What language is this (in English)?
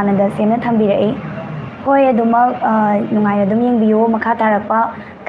Manipuri